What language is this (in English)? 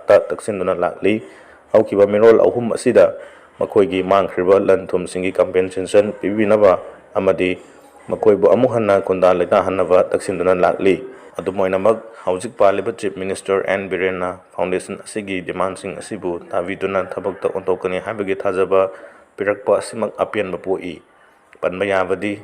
Manipuri